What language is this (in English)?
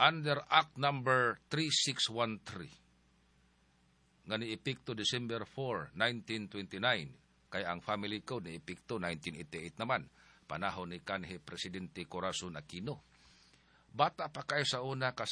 Cebuano